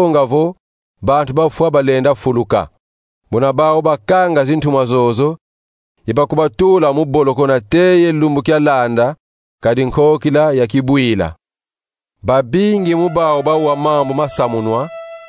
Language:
Kongo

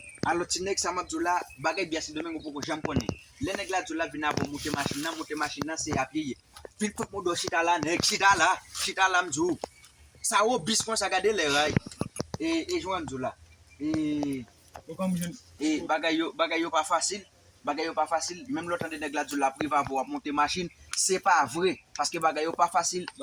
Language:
Haitian Creole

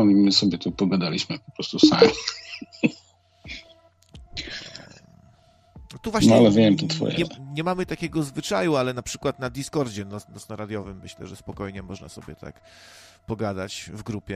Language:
Polish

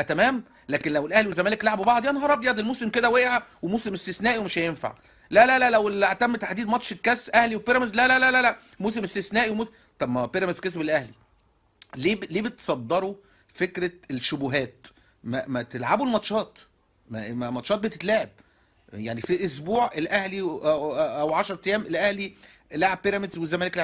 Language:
Egyptian Arabic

